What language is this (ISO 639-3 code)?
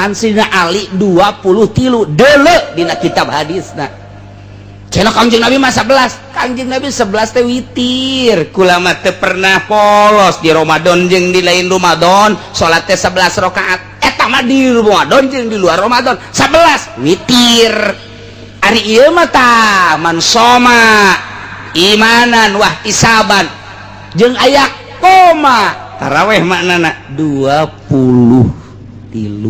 sun